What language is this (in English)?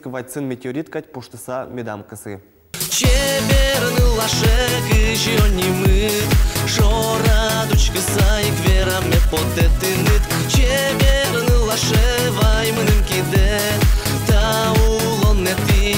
Udmurt